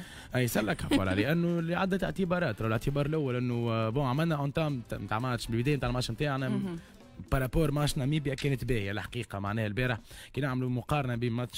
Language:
Tunisian Arabic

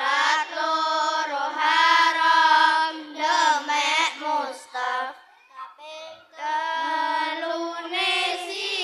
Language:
Javanese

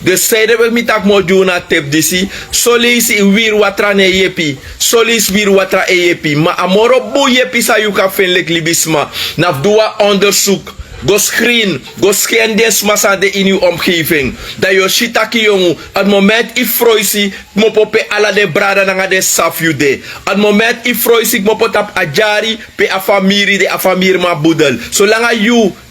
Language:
Sranan Tongo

